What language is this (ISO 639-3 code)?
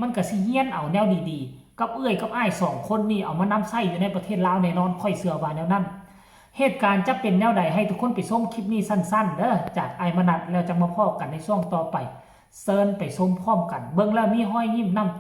tts